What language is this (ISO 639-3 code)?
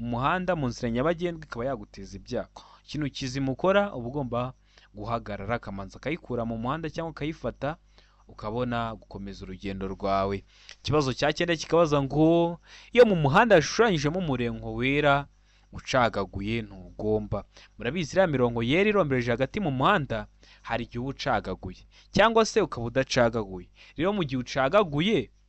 kin